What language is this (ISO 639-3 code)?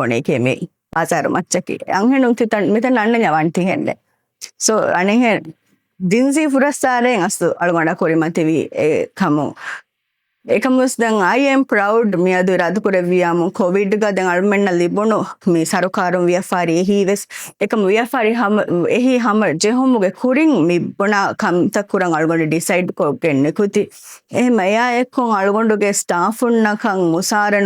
div